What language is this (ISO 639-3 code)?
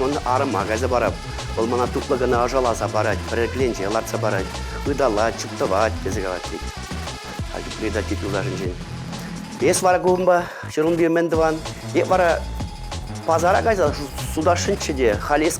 chv